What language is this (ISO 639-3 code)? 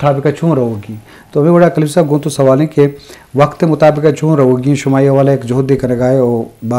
bgp